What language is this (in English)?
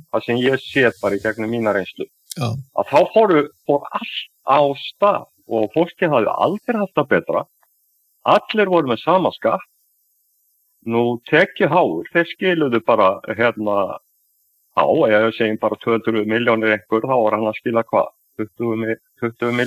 Icelandic